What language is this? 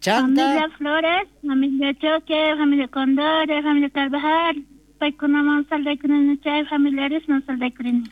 South Bolivian Quechua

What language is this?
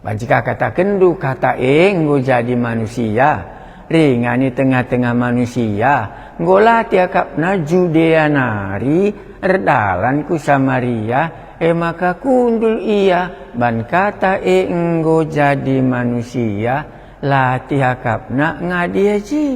Batak Karo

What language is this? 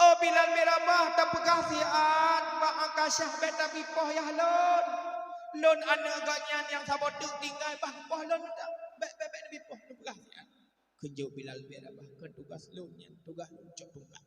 Achinese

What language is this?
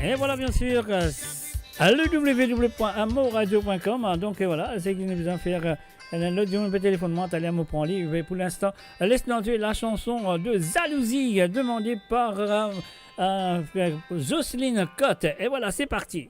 Morisyen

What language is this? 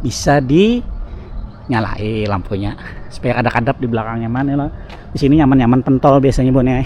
Banjar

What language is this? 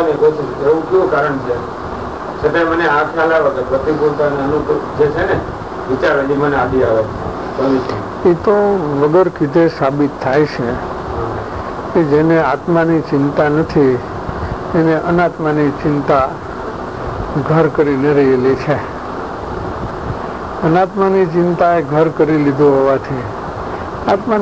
Gujarati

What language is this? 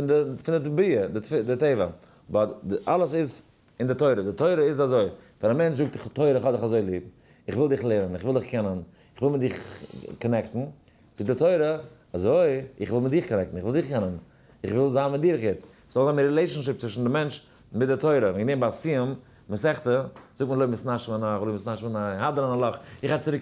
Yiddish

